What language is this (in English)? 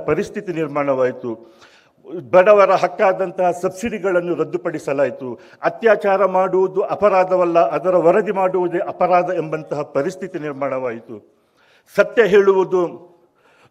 Kannada